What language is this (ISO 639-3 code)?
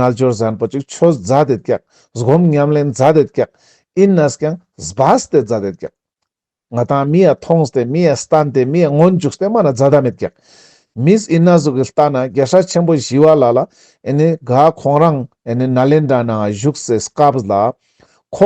lbj